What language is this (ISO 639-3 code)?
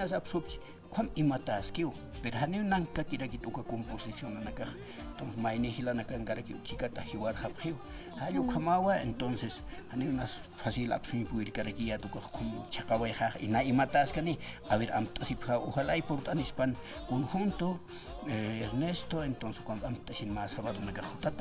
aym